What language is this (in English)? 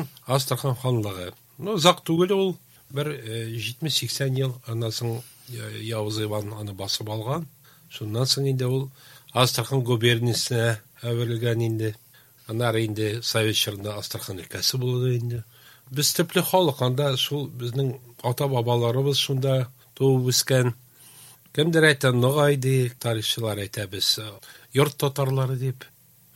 Tatar